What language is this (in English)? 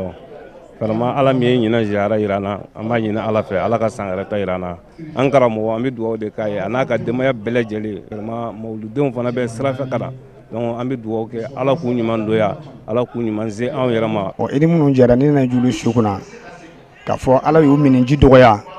Bambara